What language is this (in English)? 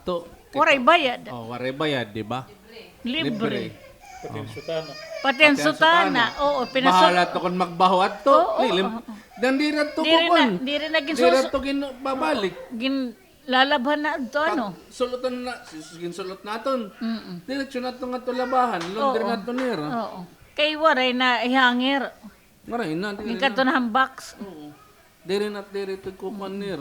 Waray